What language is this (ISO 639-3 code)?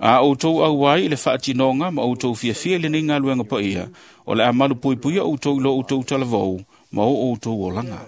smo